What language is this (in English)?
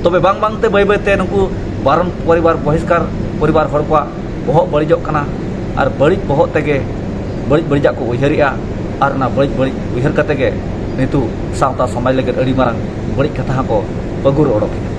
Santali